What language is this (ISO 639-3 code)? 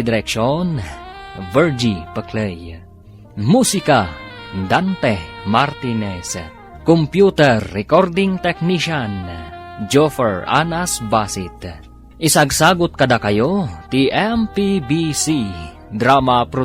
ilo